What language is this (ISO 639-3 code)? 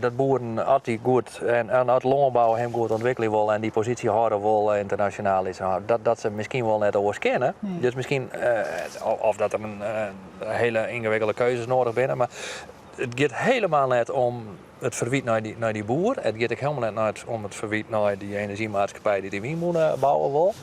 fry